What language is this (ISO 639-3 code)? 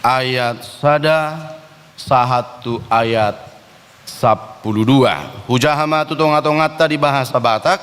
bbc